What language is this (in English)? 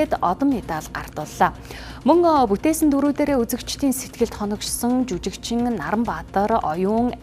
Mongolian